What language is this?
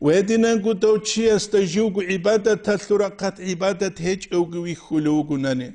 Avaric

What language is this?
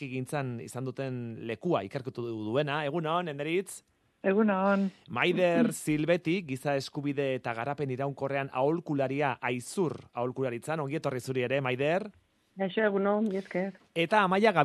Basque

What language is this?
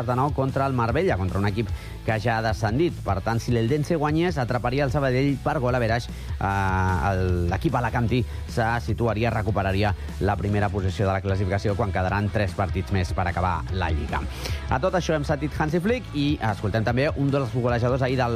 Catalan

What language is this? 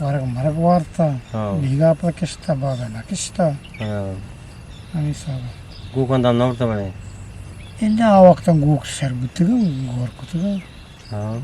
Eastern Balochi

